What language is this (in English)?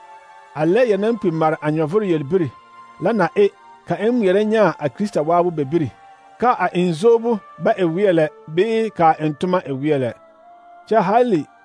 Southern Dagaare